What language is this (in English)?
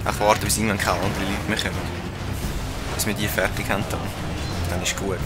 Swiss German